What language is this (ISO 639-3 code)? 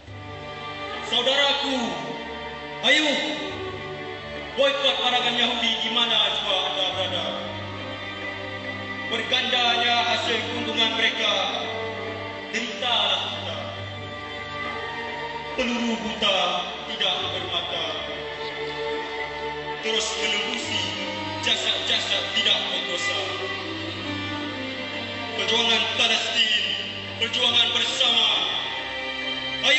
msa